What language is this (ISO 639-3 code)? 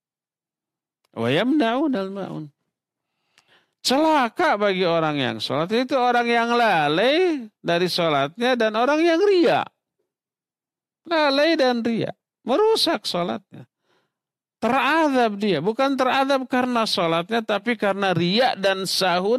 ind